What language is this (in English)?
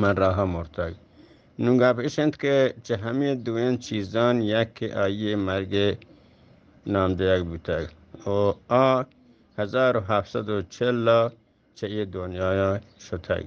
Eastern Balochi